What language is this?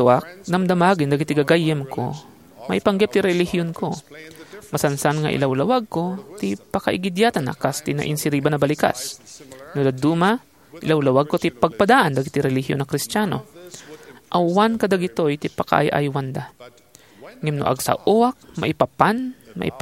Iloko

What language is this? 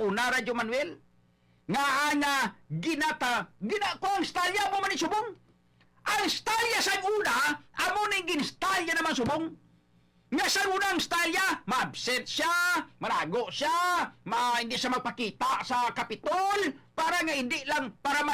Hiligaynon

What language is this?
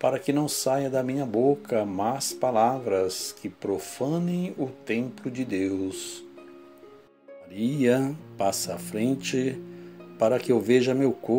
Portuguese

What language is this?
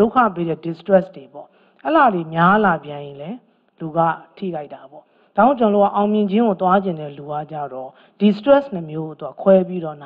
Burmese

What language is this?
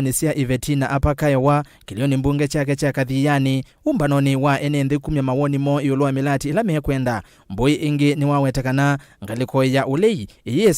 Kamba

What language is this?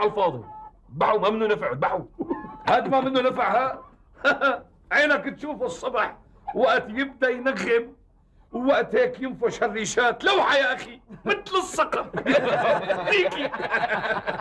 North Levantine Arabic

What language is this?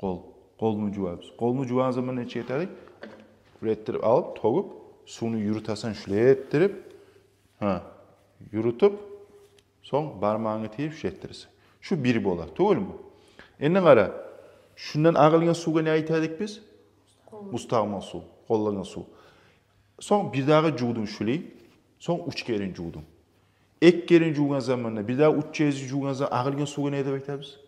Kumyk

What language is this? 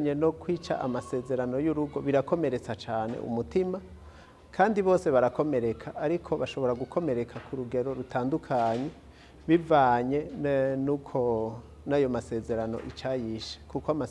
Rundi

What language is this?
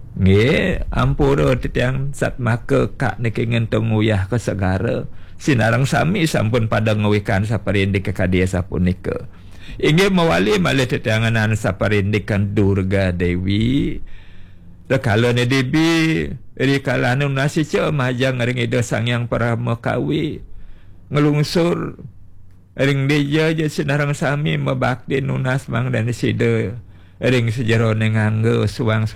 Balinese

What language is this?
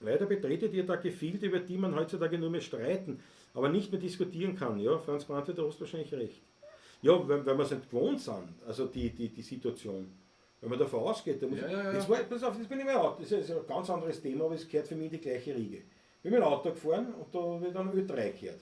Bavarian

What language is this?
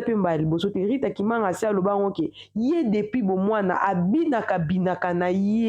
Lingala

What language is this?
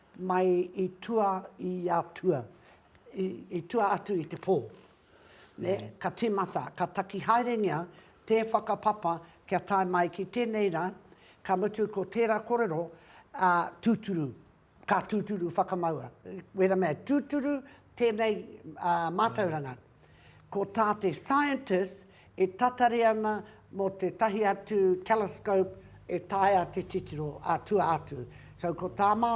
Māori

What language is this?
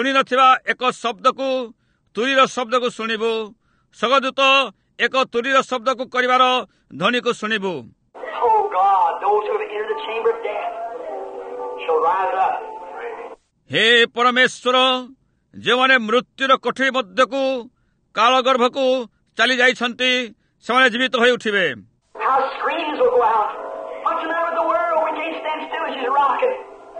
Odia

